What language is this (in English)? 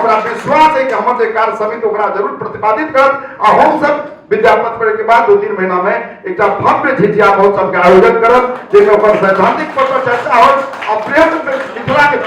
Maithili